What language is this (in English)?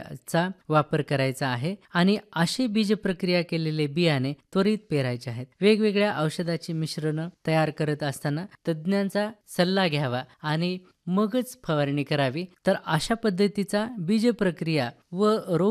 Marathi